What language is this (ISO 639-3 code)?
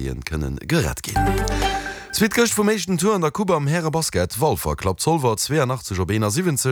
ltz